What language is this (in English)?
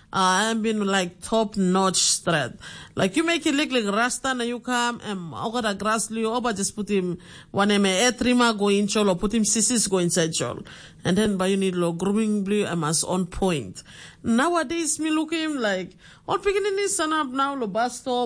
Tok Pisin